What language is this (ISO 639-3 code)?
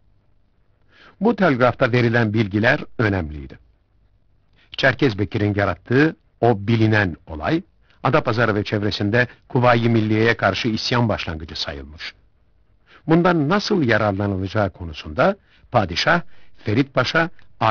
tur